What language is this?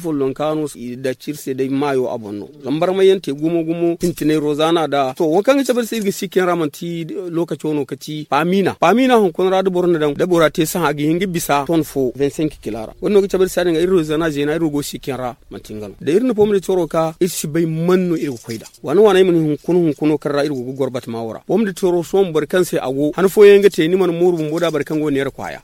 Zarma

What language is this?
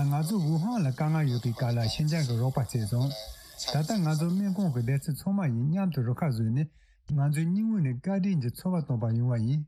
Tibetan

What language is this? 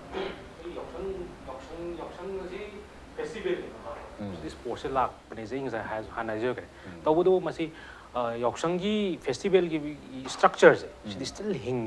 Manipuri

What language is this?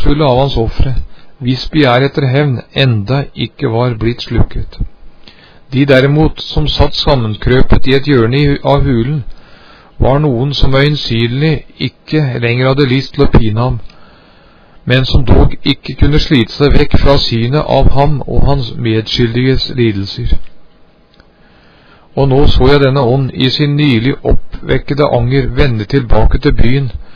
Norwegian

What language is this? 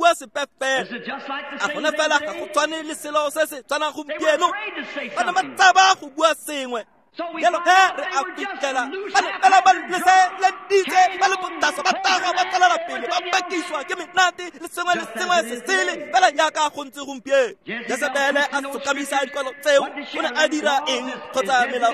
Tswana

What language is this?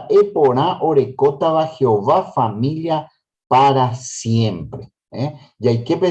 Guarani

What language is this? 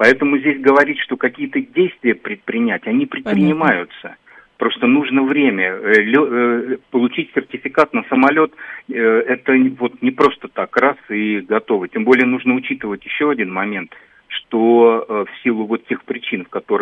Russian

